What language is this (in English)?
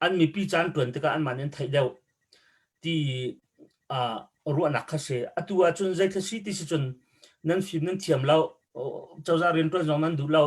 Hakha Chin